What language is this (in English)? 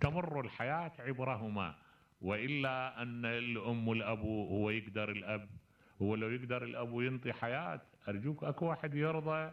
Mesopotamian Arabic